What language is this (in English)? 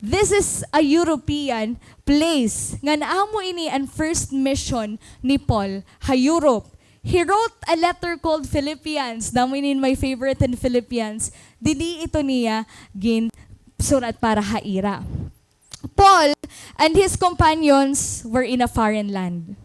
Waray